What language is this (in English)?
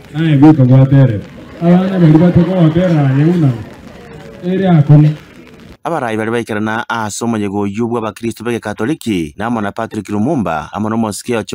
Gusii